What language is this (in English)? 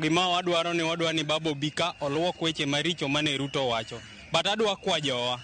Luo (Kenya and Tanzania)